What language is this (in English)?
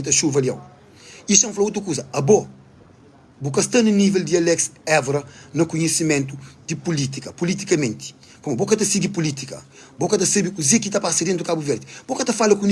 Kabuverdianu